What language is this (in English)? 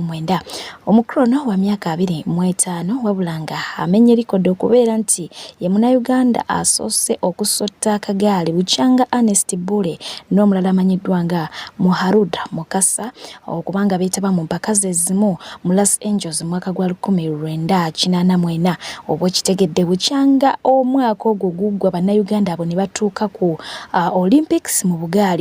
Ganda